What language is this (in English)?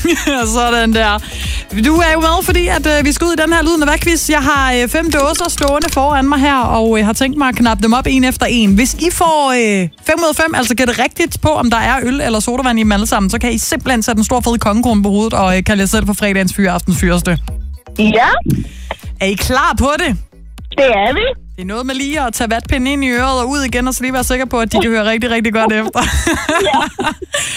Danish